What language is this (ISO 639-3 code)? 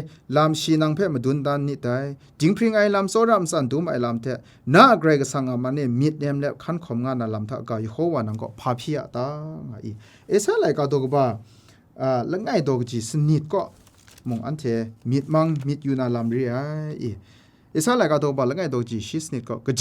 kac